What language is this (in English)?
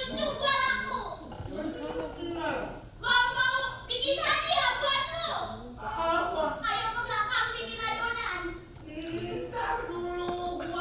Betawi